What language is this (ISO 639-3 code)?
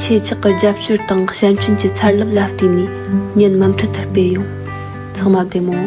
bod